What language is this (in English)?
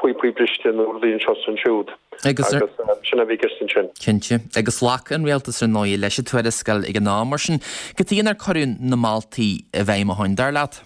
Irish